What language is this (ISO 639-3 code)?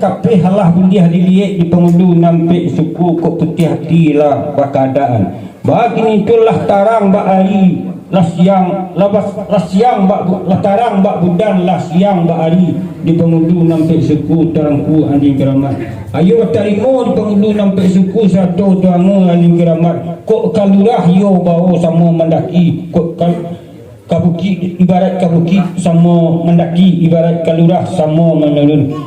min